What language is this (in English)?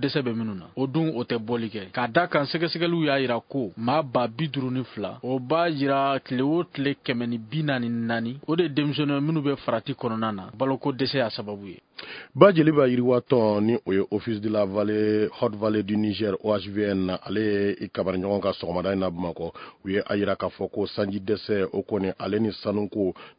Bambara